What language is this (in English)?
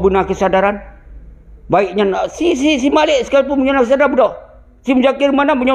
Achinese